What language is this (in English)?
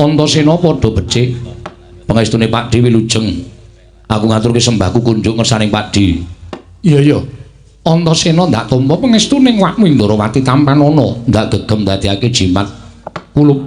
Javanese